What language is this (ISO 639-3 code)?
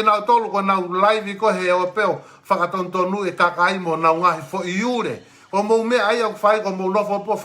ton